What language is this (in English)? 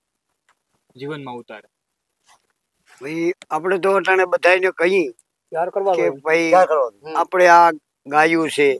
Gujarati